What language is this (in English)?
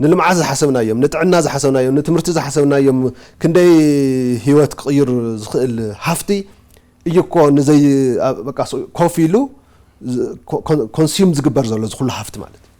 Tigrinya